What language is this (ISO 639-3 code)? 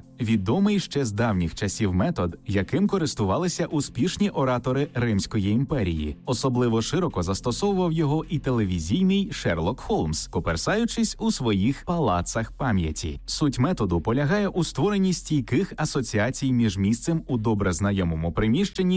ukr